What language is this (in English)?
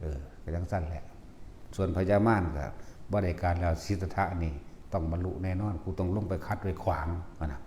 Northeastern Thai